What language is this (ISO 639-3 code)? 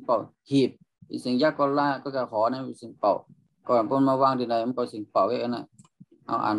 shn